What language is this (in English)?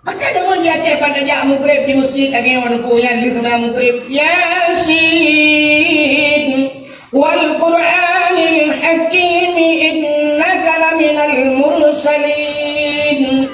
Achinese